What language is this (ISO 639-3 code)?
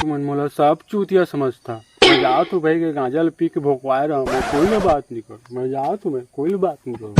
hne